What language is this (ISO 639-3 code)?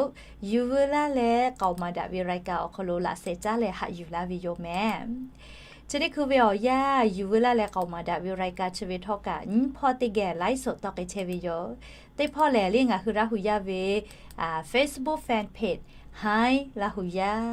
lhu